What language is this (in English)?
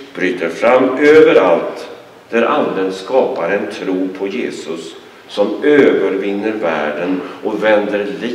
Swedish